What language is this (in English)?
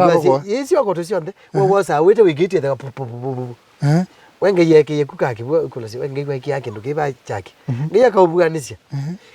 Kamba